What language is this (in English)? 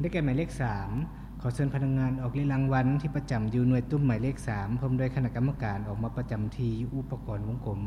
Lao